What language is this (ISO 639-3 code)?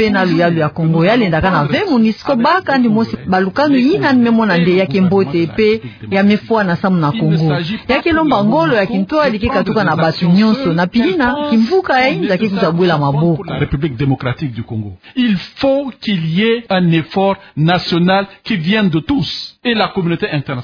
ktu